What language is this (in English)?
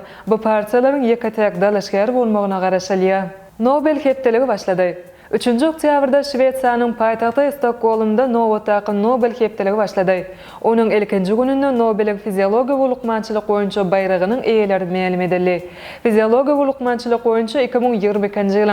Turkmen